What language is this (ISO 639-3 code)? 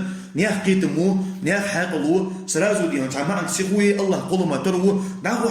inh